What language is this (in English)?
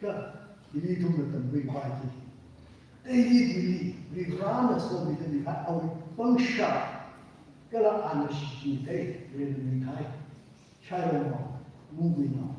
Tangkhul Naga (India)